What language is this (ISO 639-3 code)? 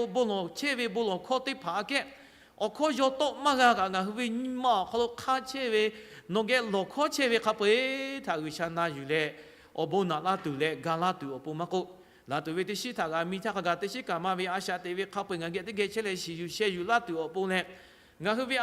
lhu